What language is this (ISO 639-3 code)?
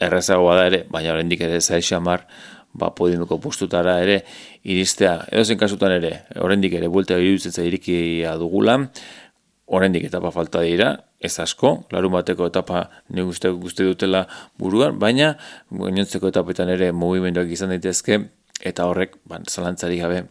eus